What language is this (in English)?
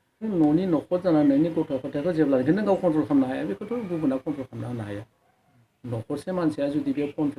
Bodo